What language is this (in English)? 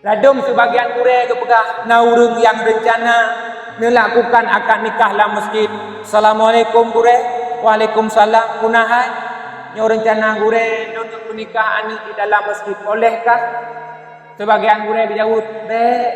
Achinese